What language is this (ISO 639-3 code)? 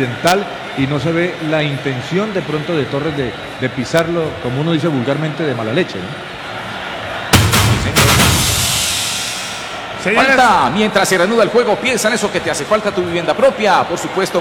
spa